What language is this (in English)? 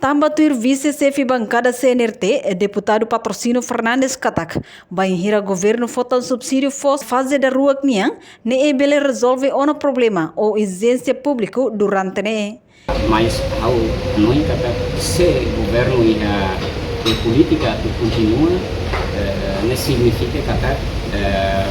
Tetum